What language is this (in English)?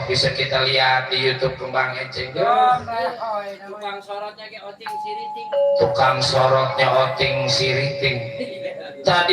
Betawi